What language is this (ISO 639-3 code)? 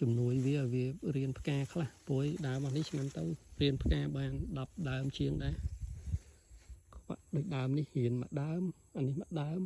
khm